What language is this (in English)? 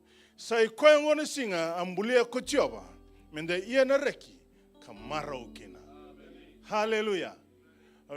Fijian